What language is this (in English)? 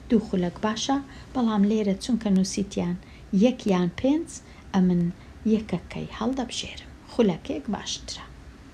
Central Kurdish